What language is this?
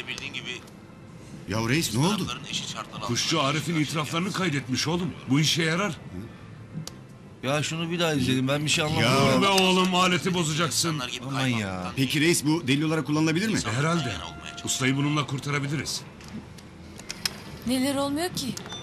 Turkish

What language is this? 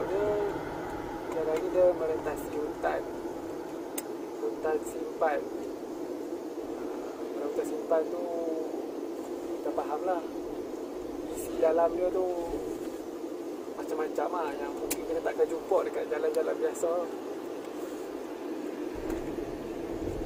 Malay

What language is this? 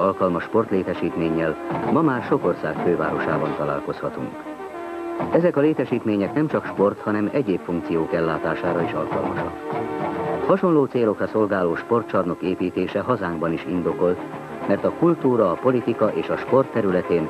Hungarian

